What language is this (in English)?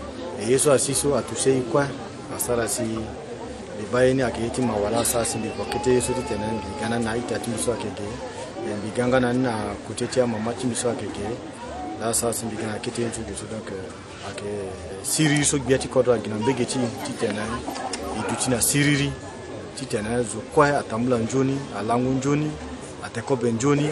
Sango